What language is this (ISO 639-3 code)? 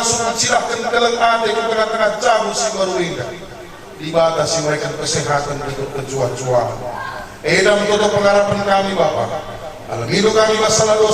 btx